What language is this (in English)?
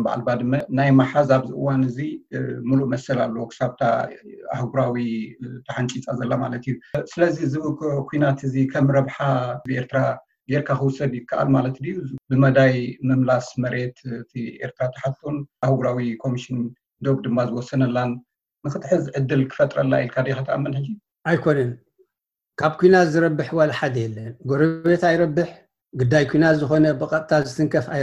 Tigrinya